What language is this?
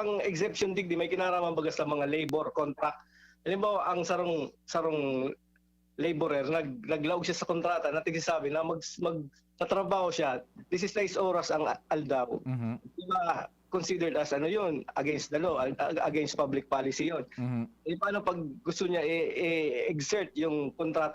Bikol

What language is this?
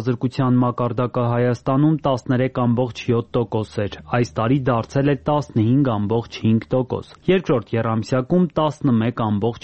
Armenian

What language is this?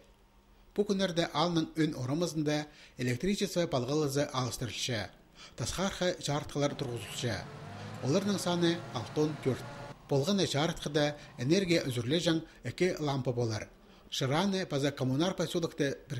Khakas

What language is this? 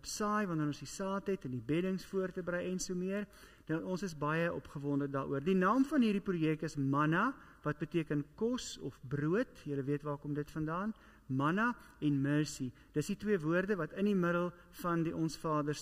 Afrikaans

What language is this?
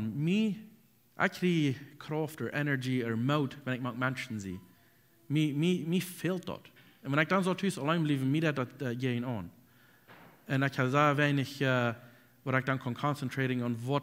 Plautdietsch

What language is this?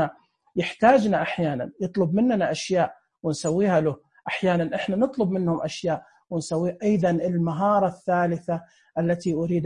Najdi Arabic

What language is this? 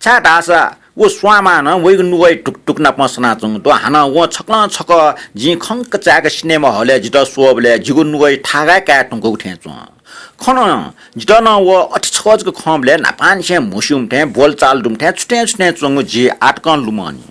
Newari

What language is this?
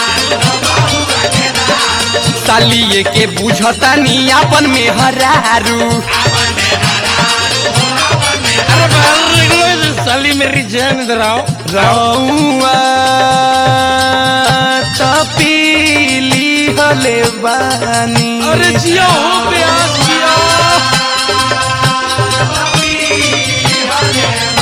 Bhojpuri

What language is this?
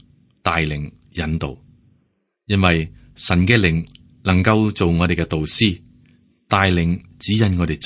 Cantonese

